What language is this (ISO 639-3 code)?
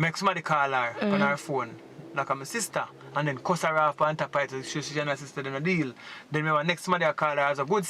jam